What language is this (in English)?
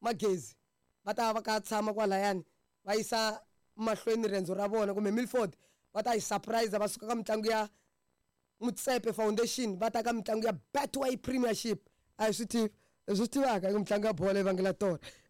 Tsonga